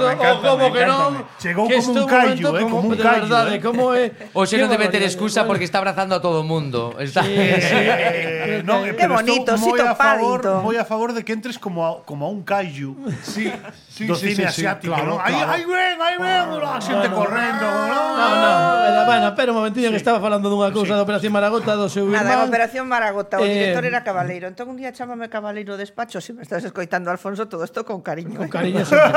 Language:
Galician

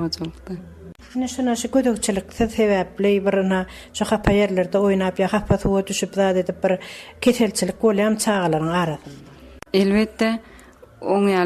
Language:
Turkmen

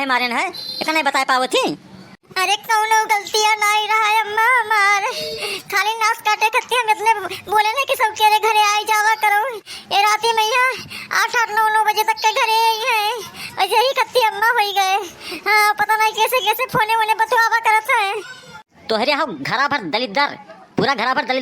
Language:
Awadhi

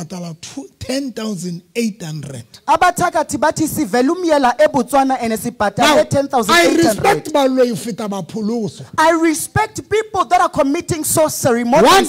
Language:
Southern Sotho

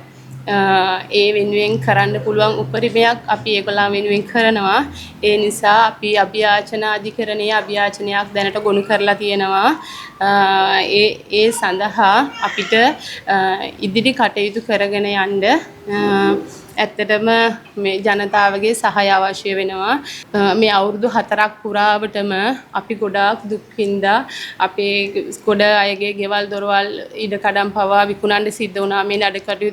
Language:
Sinhala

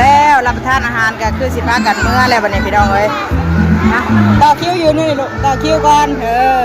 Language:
Northeastern Thai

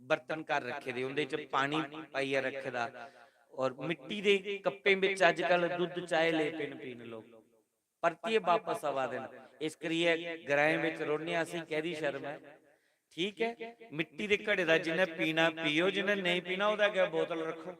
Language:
Dogri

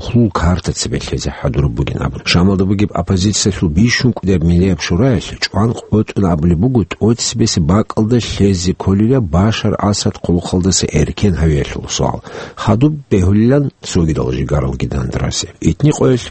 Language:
Avaric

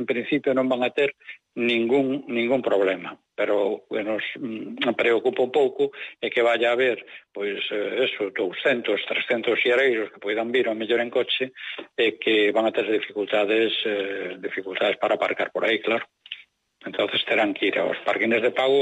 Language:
Galician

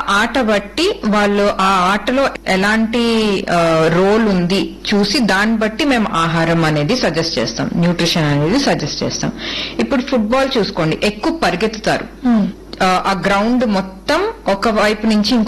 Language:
Telugu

